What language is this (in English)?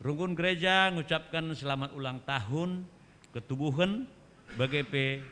Batak Karo